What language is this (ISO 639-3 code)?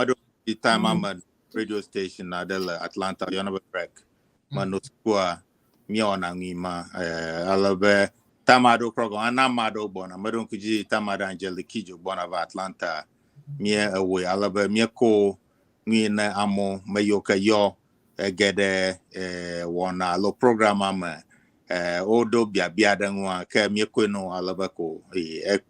ewe